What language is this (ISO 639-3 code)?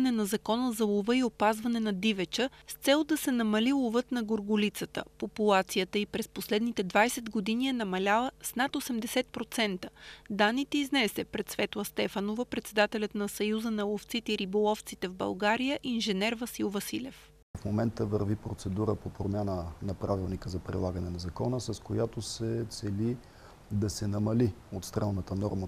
bul